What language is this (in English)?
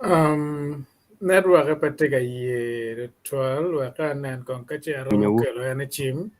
Acoli